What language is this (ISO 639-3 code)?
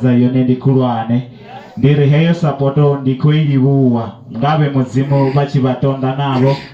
ven